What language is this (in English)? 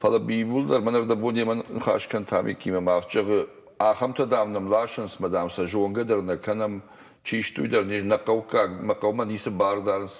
Ossetic